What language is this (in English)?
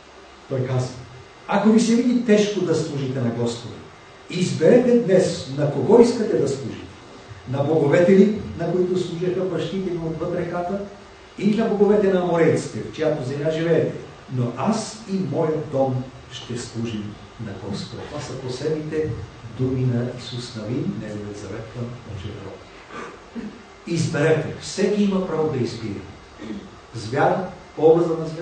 Bulgarian